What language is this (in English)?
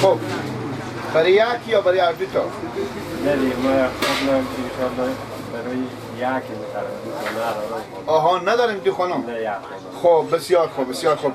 Persian